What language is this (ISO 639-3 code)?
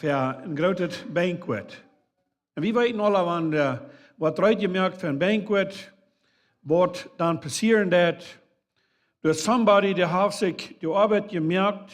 pdt